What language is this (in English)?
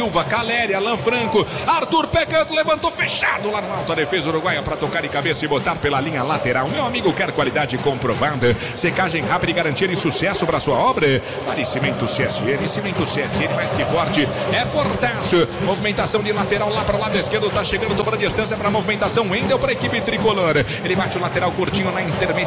Portuguese